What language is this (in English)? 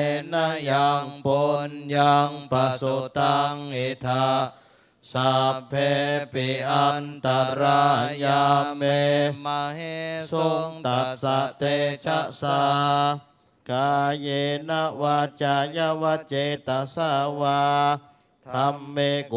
Pali